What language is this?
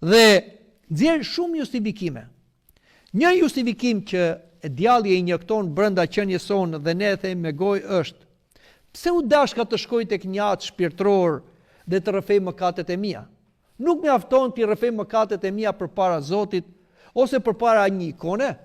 Albanian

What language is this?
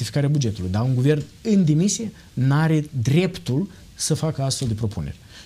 Romanian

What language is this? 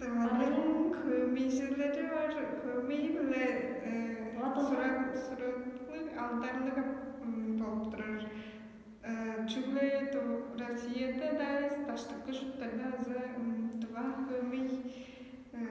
Tuvinian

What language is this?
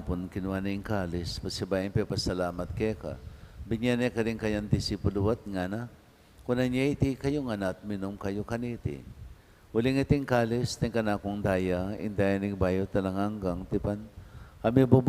Pampanga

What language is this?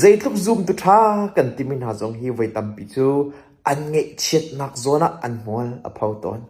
Hakha Chin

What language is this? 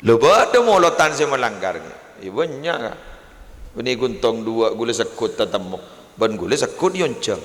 Madurese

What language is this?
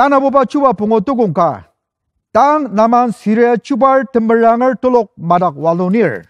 Ao Naga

